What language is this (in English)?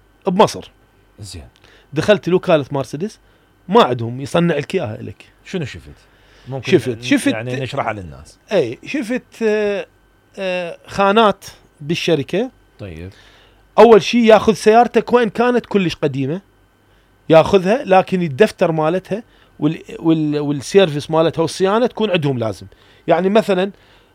Mesopotamian Arabic